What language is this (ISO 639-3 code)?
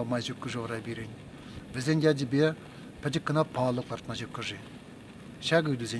chv